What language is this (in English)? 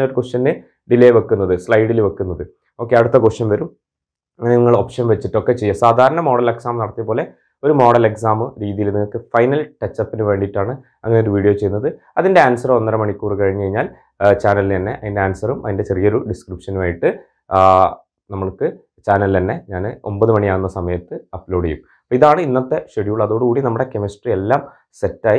Malayalam